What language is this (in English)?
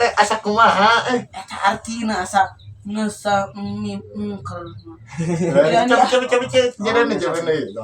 Sundanese